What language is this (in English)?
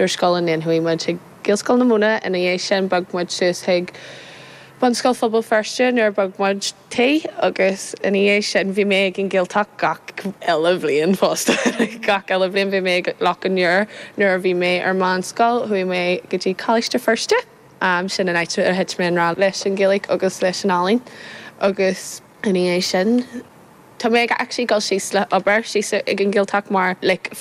Irish